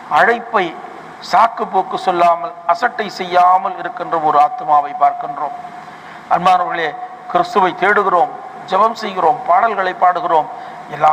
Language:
Tamil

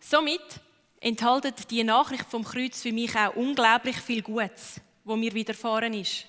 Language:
Swiss German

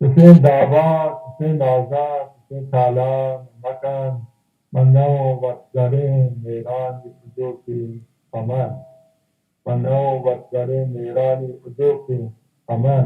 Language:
Baluchi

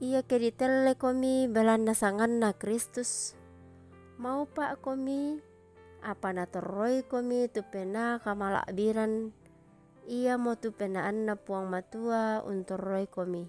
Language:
Toraja-Sa'dan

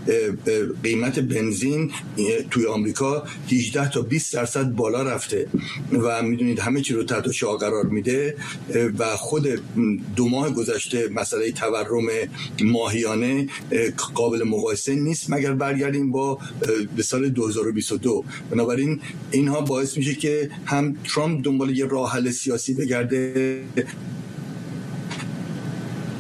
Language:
Persian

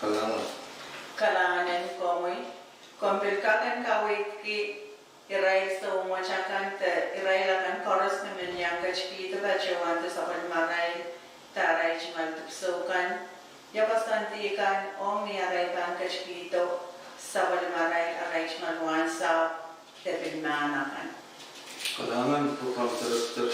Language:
Pohnpeian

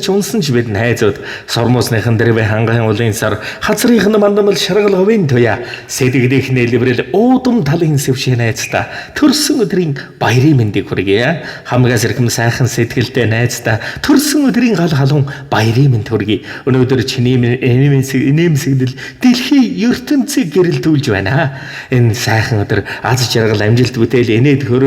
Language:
Mongolian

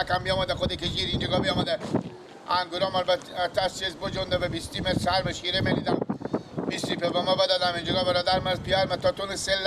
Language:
Persian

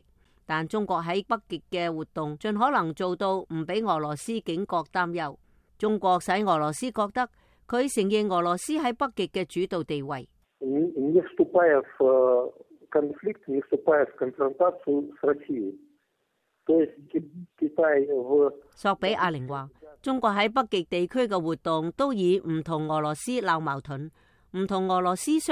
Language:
Cantonese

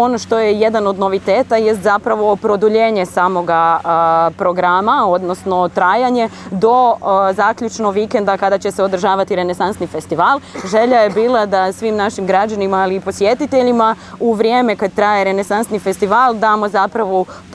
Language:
Croatian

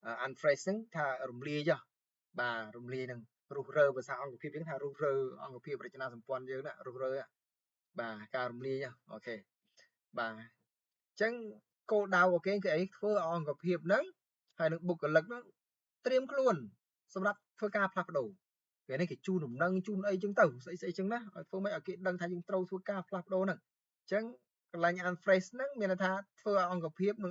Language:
Khmer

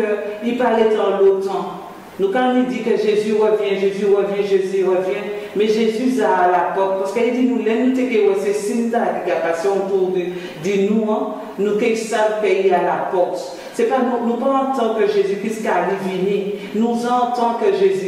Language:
Guadeloupean Creole French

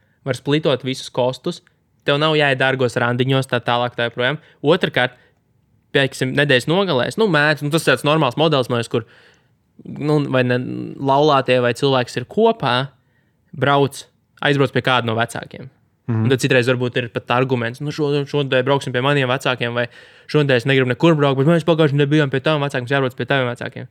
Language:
Latvian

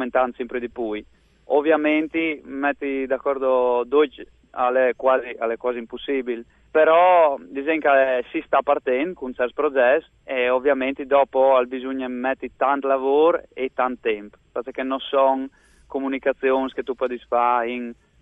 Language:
Friulian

